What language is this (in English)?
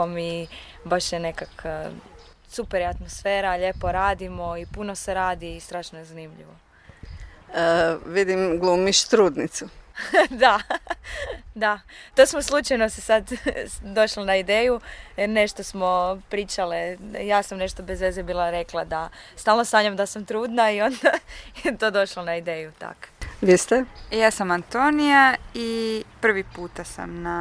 Croatian